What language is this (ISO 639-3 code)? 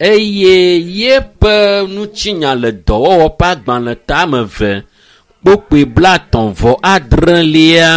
ewe